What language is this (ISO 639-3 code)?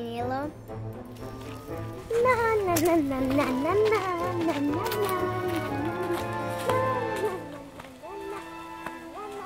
srp